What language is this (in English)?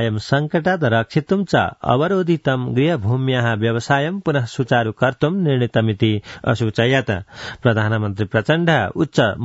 Sanskrit